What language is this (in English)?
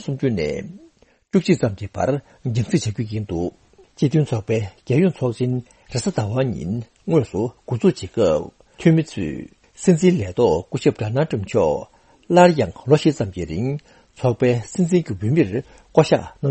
Tibetan